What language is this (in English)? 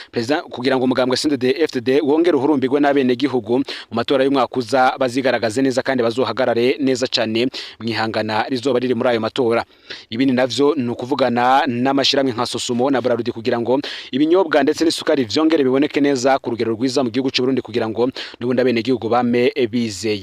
Rundi